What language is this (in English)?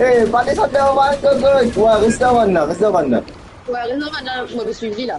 Morisyen